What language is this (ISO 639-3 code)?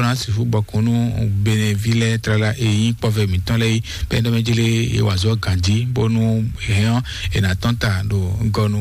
fon